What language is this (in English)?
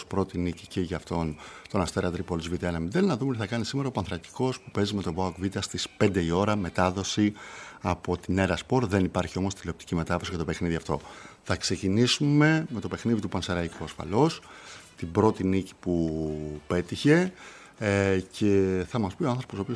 Greek